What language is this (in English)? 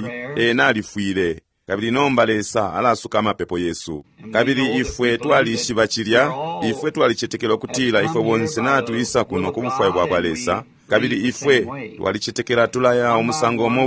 Bemba